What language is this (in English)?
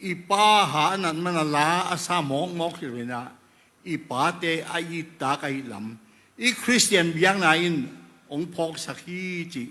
Tedim Chin